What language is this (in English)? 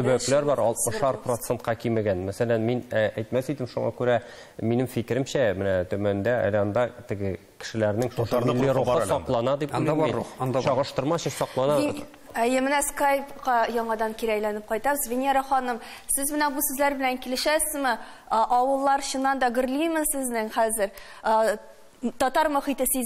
Tatar